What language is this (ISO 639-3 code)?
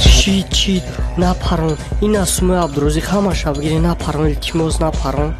tgk